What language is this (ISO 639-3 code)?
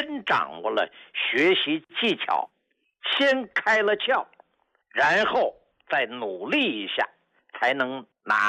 zho